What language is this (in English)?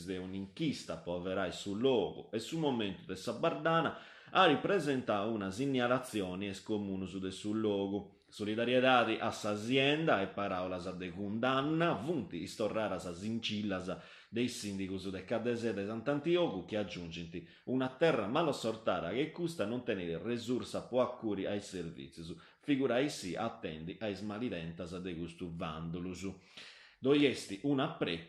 Sardinian